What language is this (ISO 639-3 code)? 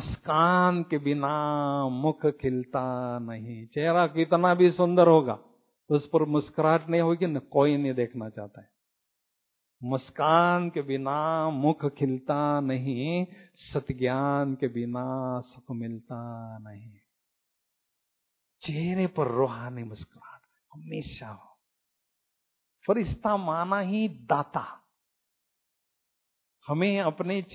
hin